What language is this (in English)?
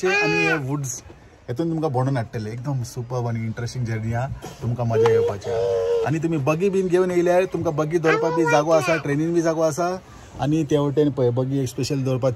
Konkani